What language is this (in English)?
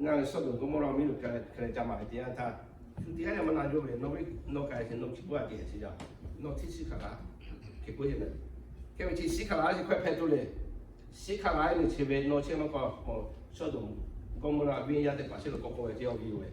Lahu